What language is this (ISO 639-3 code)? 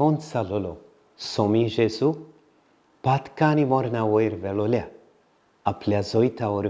kok